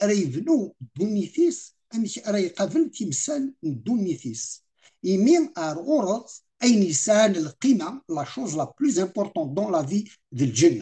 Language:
Kabyle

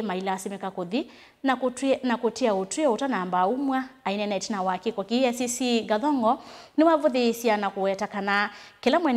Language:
Kamba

